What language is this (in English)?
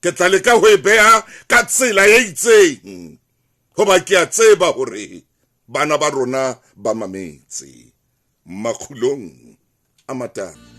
Southern Sotho